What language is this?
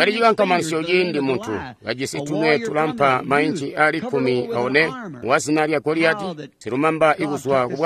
Tonga (Zambia)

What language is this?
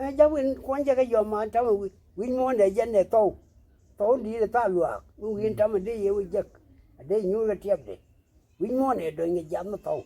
Nuer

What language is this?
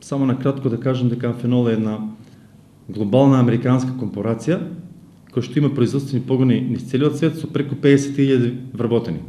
Macedonian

